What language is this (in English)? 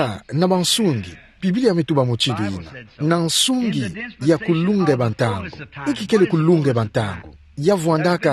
Kituba (Democratic Republic of Congo)